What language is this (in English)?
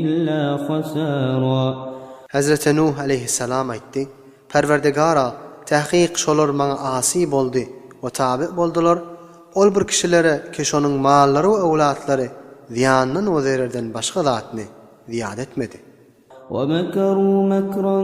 Turkmen